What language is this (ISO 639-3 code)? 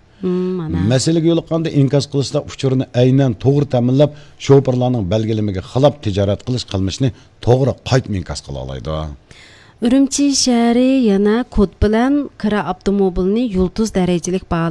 uig